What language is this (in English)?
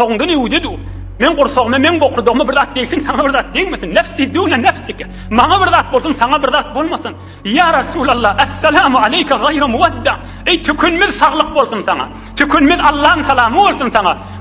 Turkmen